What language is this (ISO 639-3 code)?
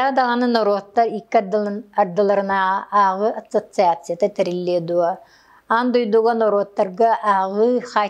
sah